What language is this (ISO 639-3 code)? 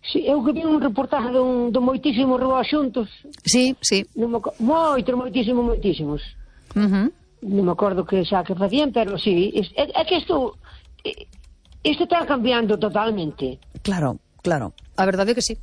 glg